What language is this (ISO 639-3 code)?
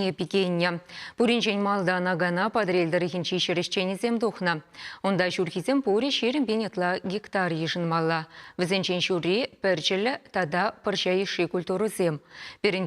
chv